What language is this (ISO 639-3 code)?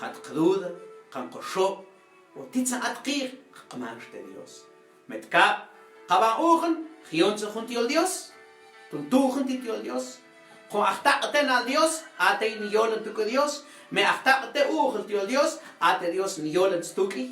mam